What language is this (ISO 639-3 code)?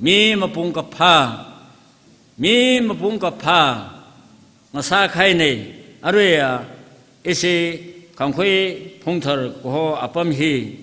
nmf